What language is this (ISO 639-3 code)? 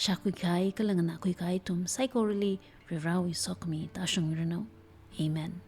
nmf